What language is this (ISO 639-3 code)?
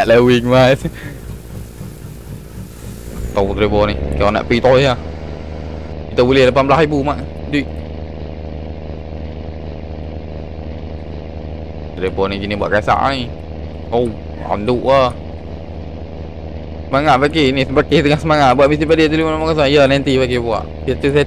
msa